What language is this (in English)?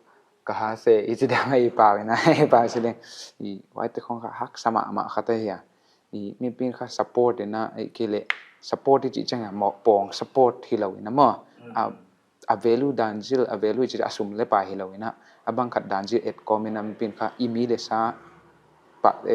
Paite Chin